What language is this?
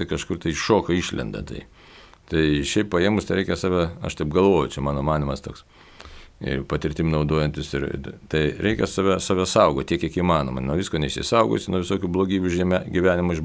Lithuanian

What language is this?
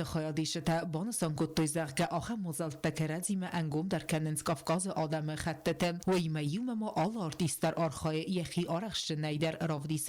Ossetic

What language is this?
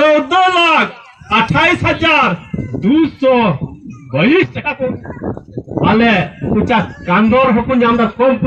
Santali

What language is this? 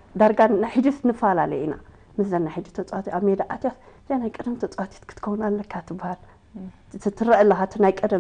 Tigrinya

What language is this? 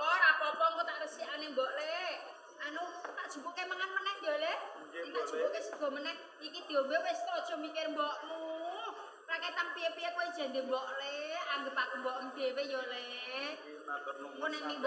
Javanese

